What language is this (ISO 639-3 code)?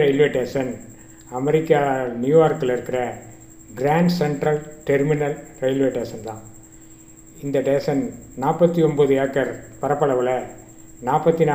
tam